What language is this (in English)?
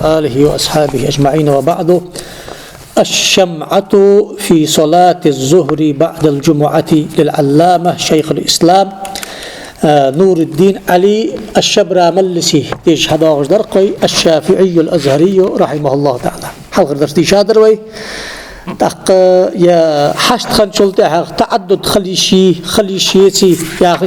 Ingush